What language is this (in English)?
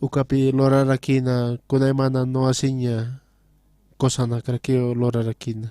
Aymara